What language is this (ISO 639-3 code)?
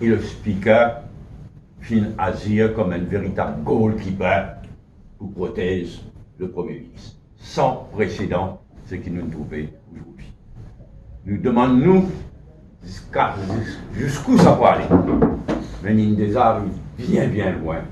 mfe